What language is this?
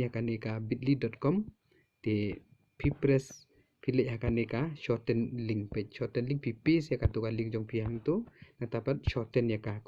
Khasi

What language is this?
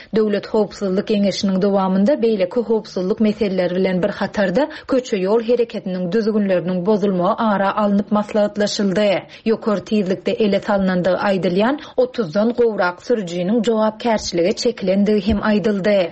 Turkmen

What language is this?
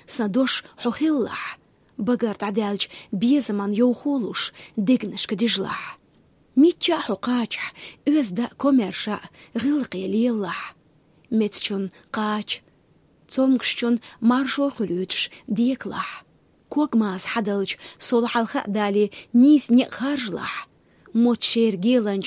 Chechen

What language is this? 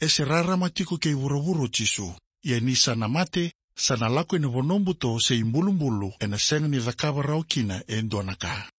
Fijian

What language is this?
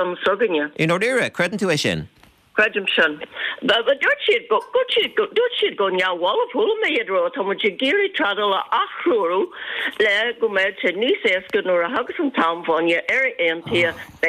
Irish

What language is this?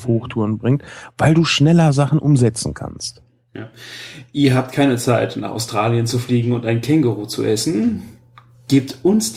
German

